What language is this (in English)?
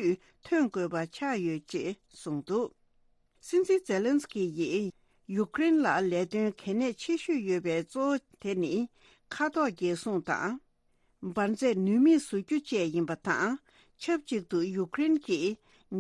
Tibetan